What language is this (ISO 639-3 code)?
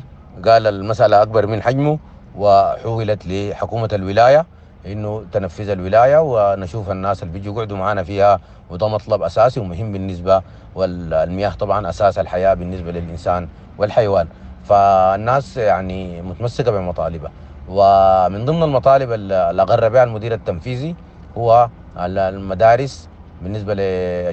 apd